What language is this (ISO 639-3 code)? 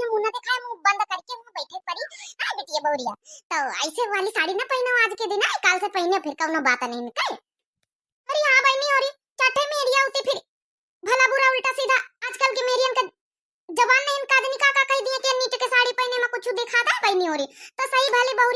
awa